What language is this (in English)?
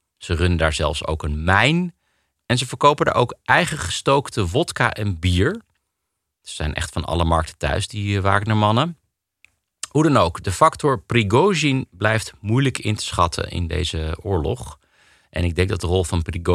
Dutch